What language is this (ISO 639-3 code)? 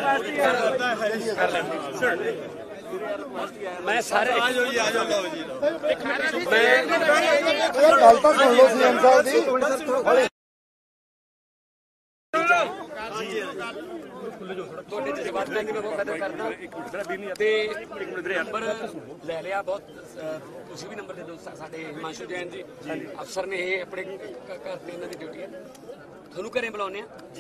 pan